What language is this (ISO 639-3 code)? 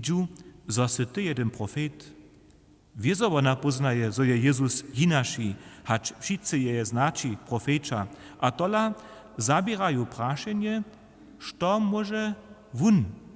hsb